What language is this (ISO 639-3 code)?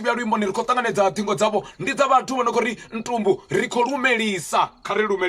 ven